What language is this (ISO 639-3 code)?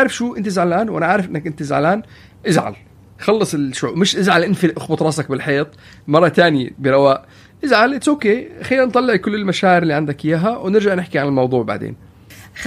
apc